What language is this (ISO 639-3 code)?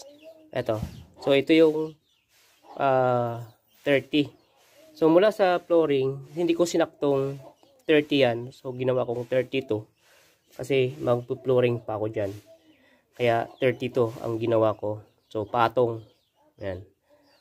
fil